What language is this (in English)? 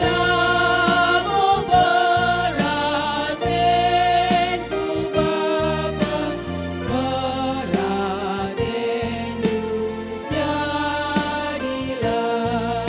Batak Karo